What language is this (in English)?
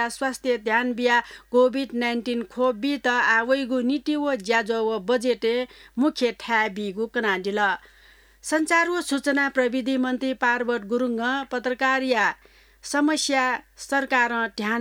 Newari